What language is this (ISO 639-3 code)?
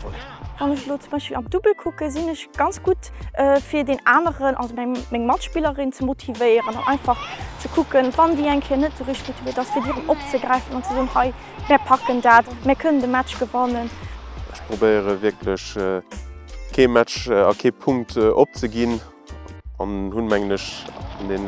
ltz